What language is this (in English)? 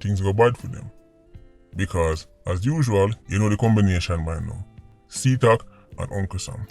Jamaican Creole English